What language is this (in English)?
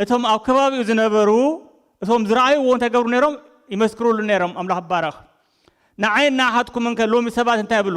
Tigrinya